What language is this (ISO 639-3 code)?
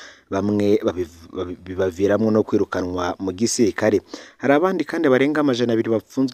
run